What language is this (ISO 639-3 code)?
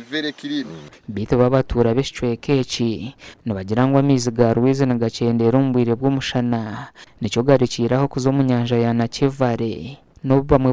nyn